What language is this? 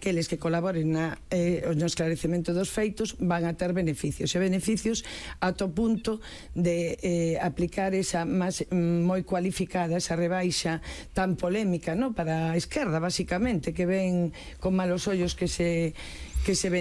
Galician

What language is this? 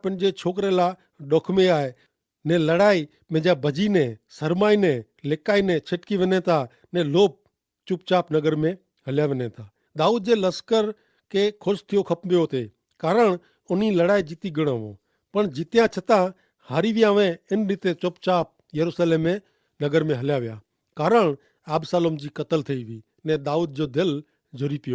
Kachhi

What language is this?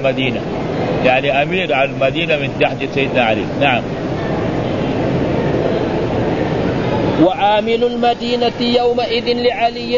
Arabic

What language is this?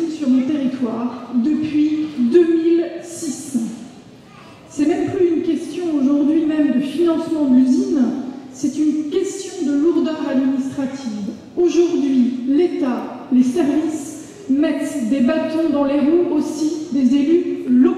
French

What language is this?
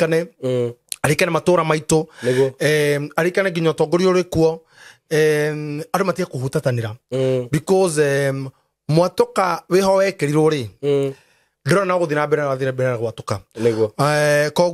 Kikuyu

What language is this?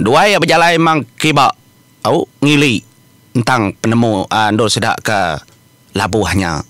Iban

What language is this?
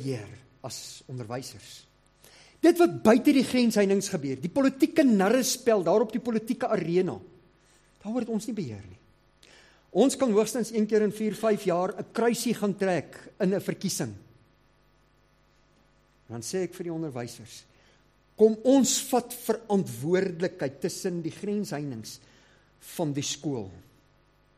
Afrikaans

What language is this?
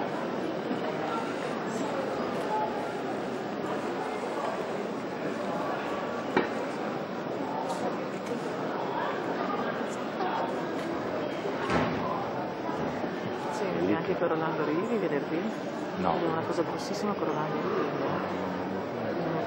Italian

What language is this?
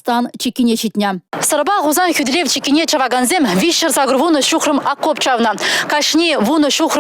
Chuvash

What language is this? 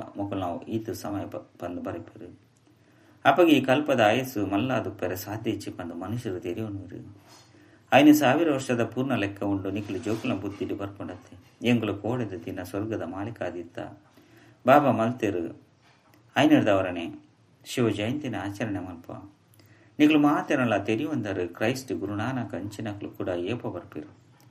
Tulu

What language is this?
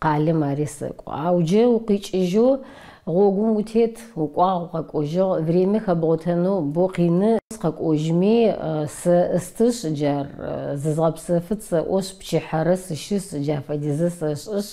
Adyghe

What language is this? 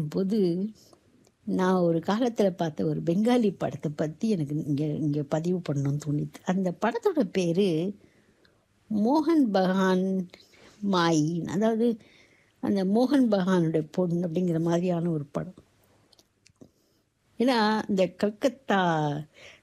Tamil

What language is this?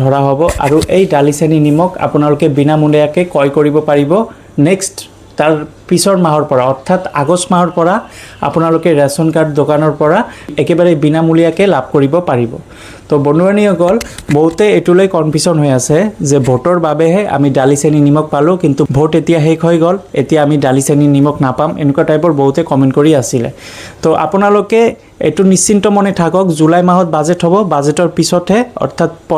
Assamese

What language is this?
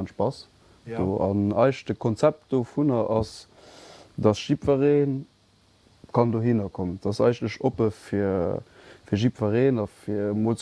Luxembourgish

